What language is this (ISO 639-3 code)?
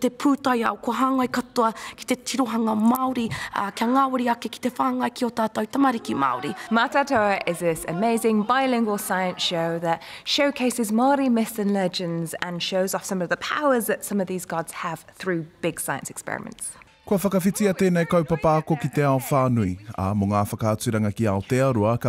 mri